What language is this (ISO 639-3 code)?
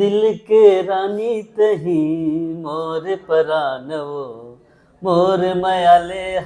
hne